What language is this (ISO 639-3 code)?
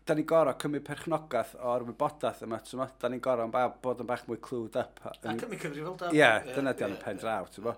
cym